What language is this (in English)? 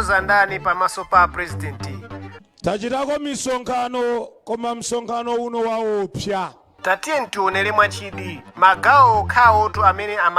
Nyanja